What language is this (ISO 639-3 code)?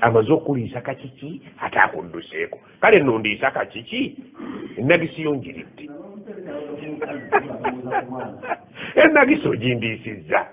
lug